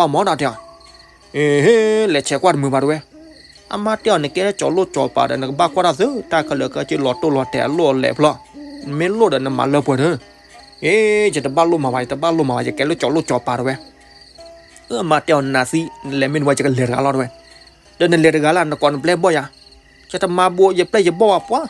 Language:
S'gaw Karen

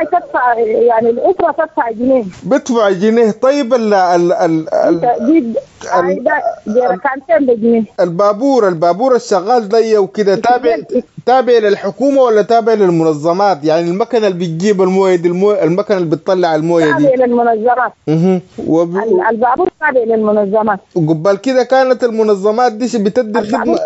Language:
Sudanese Arabic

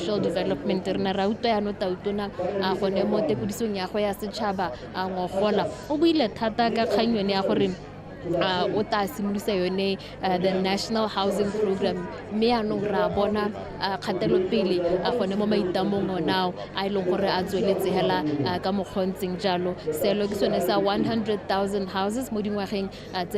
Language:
Tswana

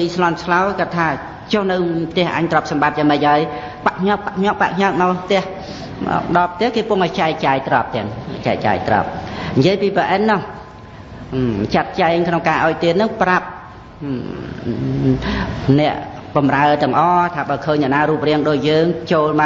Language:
Khmer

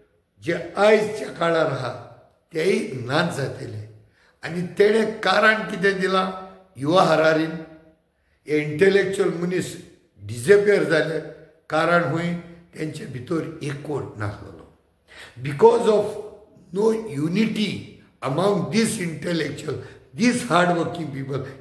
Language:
Konkani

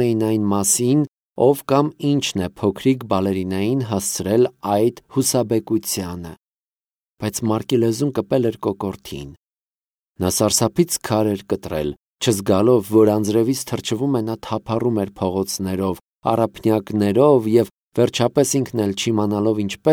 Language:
Armenian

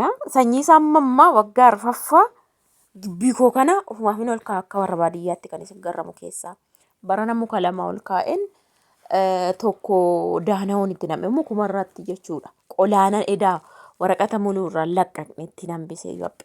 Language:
Oromo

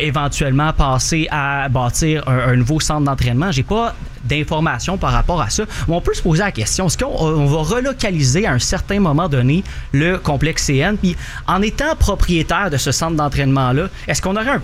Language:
French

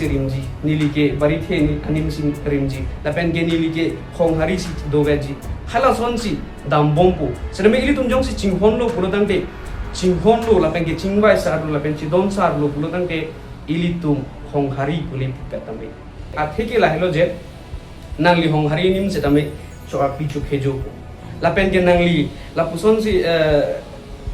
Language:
Karbi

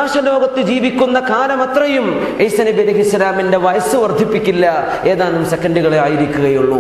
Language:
Malayalam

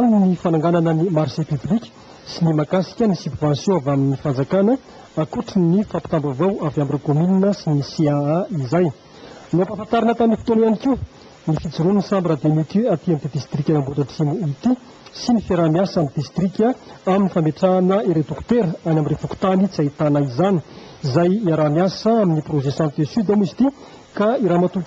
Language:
Malagasy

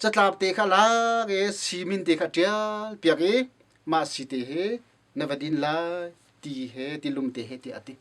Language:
Hakha Chin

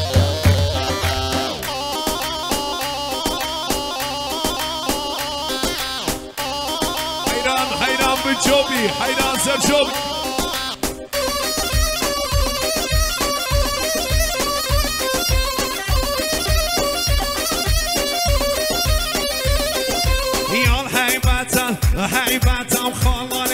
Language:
Persian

